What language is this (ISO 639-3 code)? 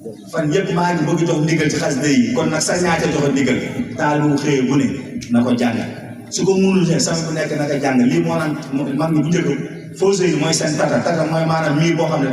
wol